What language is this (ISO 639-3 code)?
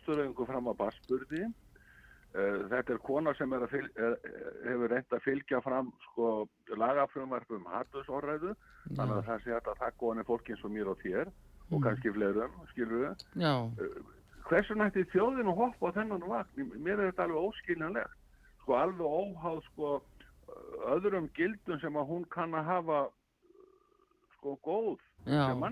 isl